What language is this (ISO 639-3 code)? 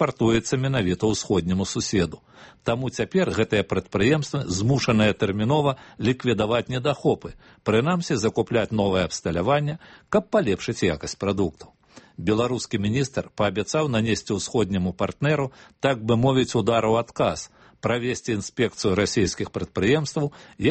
bel